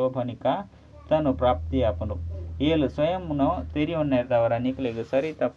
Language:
Tulu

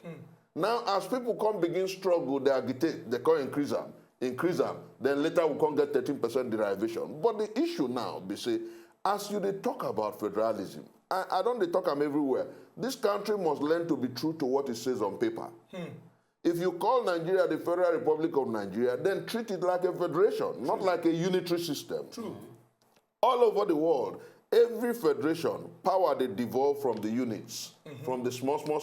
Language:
Nigerian Pidgin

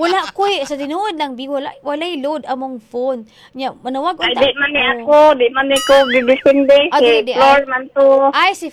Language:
Cebuano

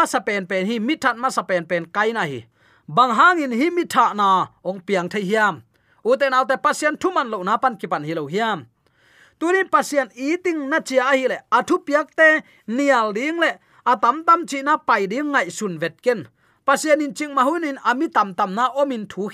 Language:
Tedim Chin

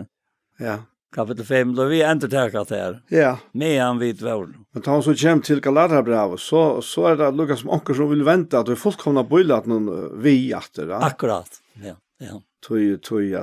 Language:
Faroese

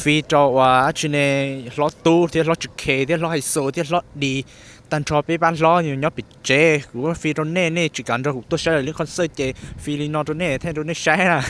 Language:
Hmong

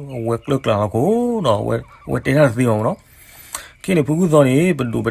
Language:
S'gaw Karen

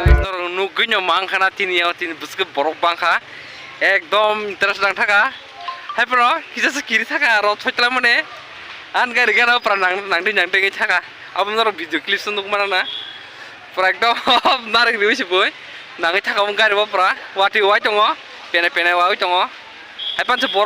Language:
Kok Borok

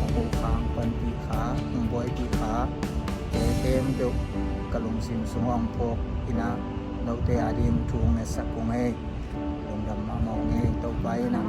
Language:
Tedim Chin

